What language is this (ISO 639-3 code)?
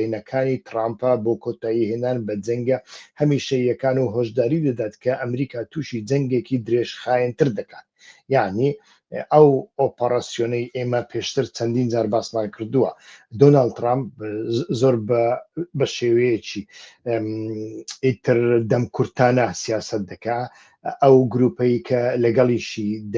ckb